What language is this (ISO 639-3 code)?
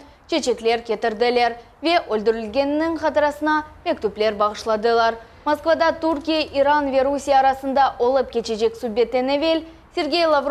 crh